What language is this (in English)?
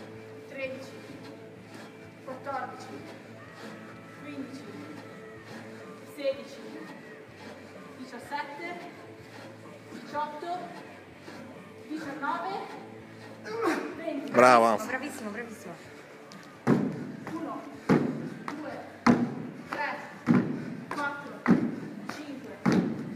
Italian